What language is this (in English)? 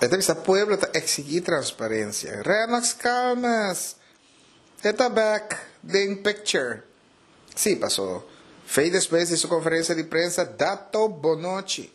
Papiamento